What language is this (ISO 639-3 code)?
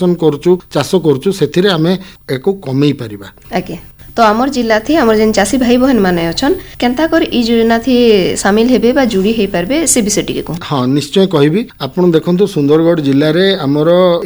ori